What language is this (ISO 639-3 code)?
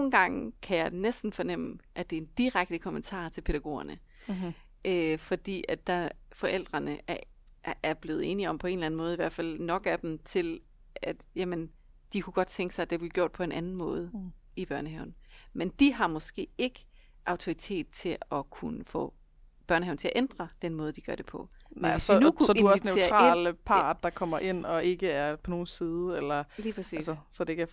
dan